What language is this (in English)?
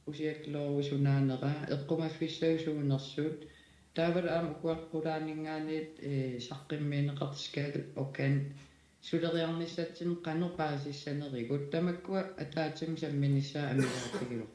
Kalaallisut